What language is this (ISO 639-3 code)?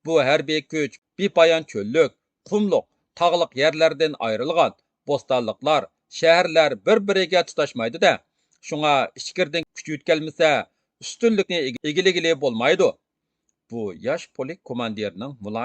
uig